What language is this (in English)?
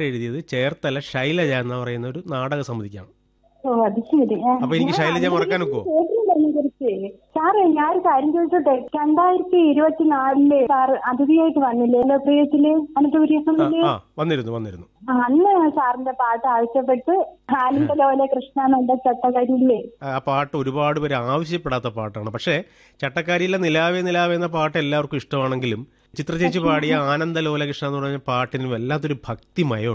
Malayalam